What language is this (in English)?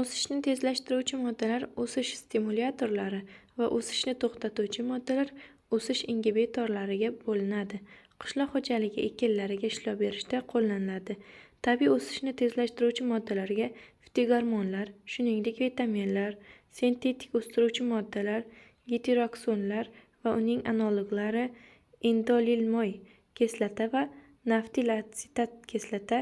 Uzbek